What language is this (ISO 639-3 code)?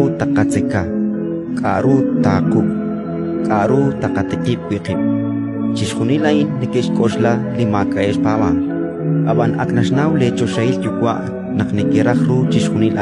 kek